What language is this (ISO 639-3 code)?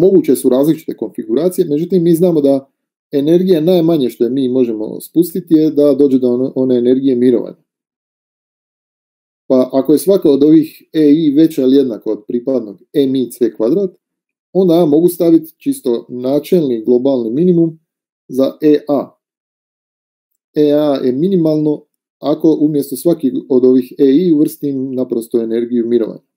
hrv